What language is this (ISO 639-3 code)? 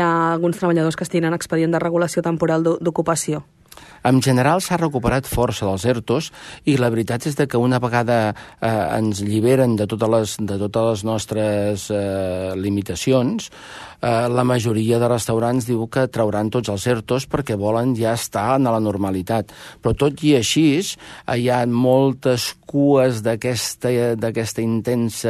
cat